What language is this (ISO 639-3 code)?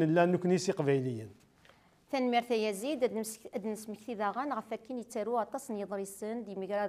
kab